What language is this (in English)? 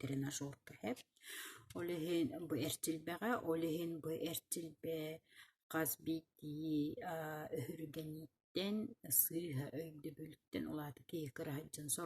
Yakut